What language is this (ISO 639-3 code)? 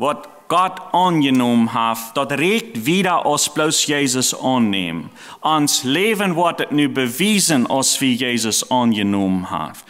pdt